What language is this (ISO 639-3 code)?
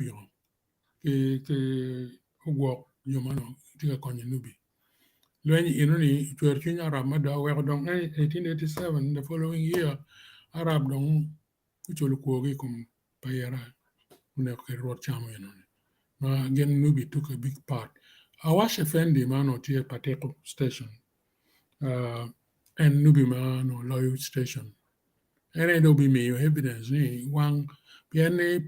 ach